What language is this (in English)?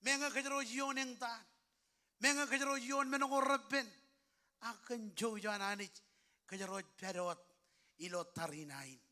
Marshallese